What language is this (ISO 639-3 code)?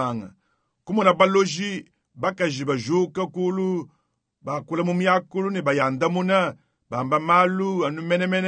lua